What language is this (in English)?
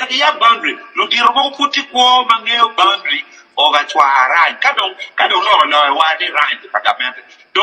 Acoli